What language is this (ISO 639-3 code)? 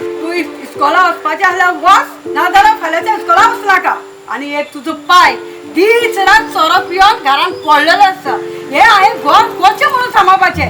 kok